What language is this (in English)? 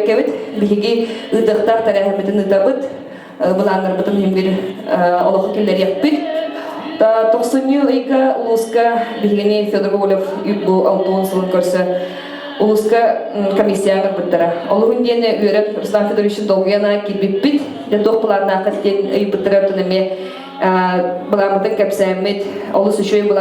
Yakut